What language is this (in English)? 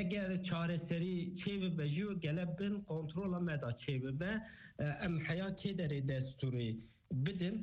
Kurdish